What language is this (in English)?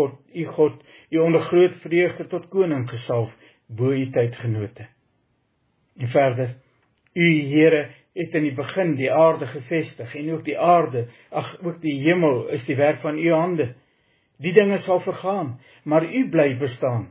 Afrikaans